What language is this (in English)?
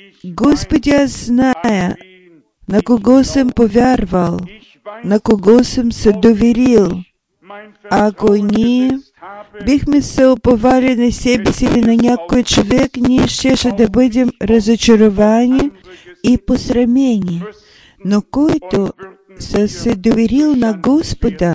Bulgarian